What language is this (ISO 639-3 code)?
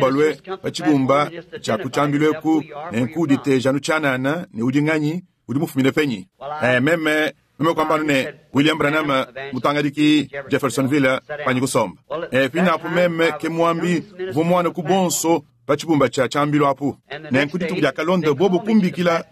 lua